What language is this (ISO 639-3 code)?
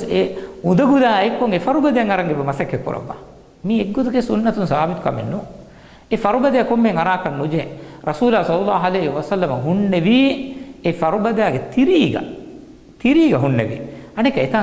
div